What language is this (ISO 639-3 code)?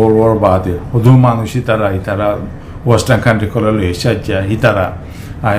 rhg